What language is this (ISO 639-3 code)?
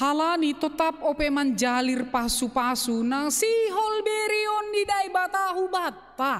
bts